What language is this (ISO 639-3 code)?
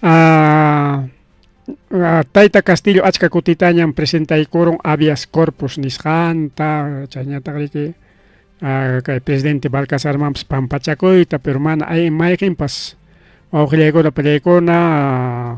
quy